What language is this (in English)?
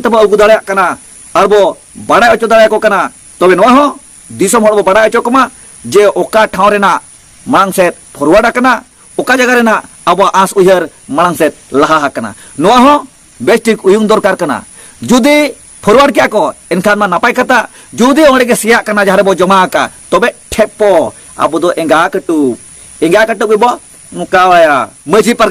Santali